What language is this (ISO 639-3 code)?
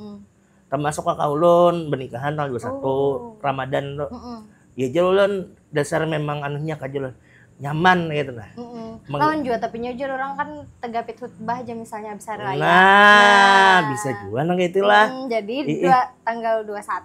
bjn